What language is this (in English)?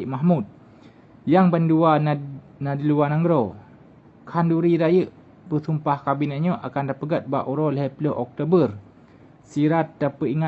Achinese